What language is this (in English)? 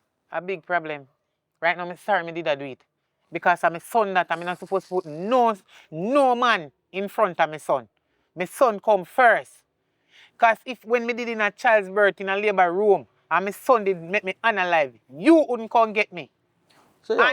Jamaican Creole English